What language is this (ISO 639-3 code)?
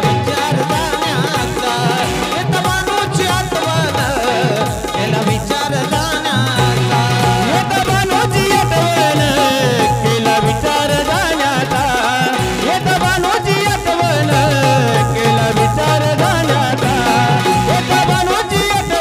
mar